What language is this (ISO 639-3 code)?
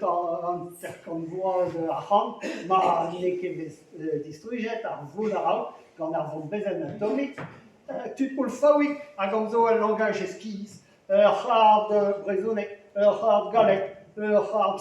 bre